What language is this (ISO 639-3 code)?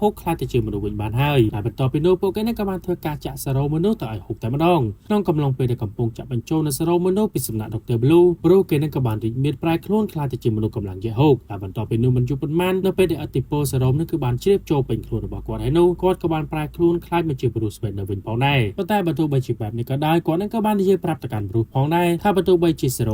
khm